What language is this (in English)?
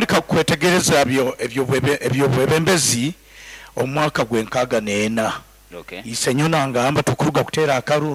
Nyoro